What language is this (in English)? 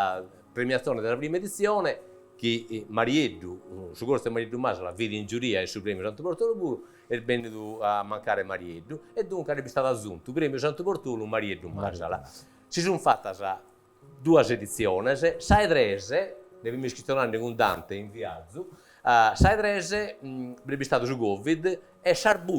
Sardinian